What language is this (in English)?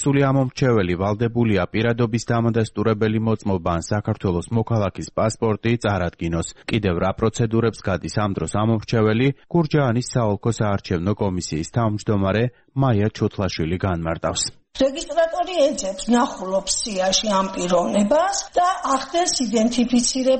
Georgian